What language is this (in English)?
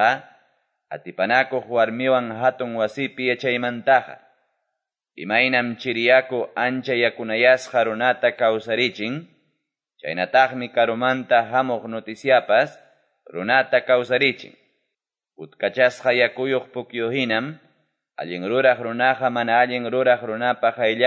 Quechua